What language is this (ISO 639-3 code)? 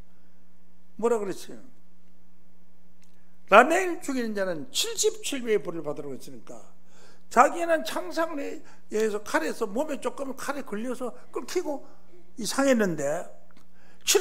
kor